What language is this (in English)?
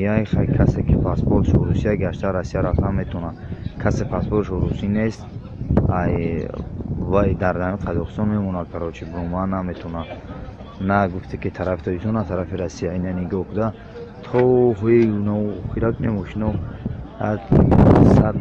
Tajik